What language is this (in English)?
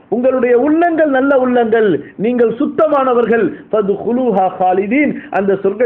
Tamil